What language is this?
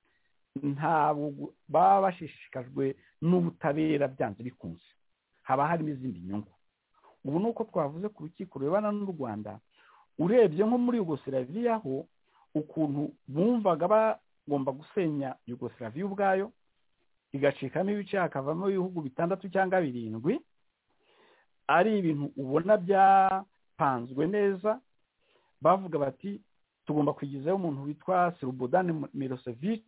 Kinyarwanda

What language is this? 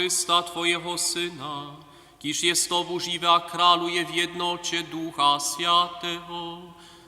Upper Sorbian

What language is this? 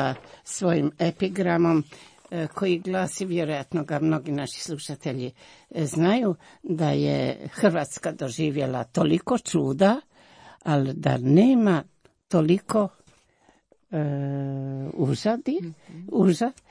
Croatian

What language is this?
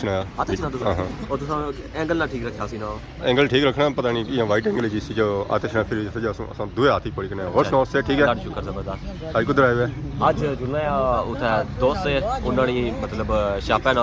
Pahari-Potwari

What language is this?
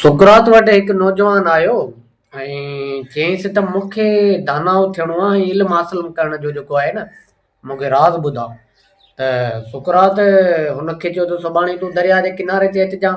Sindhi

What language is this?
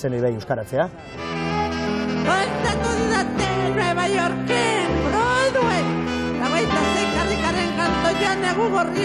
Basque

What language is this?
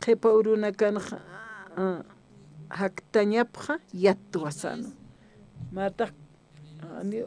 Aymara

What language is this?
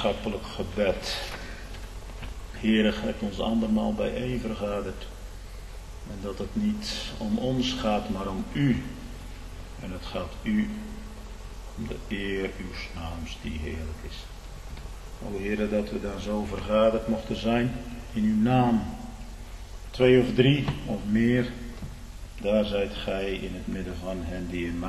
Dutch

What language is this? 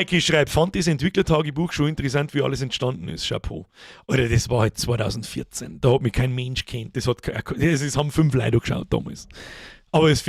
Bavarian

